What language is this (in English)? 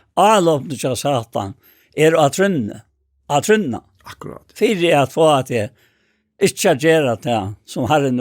Faroese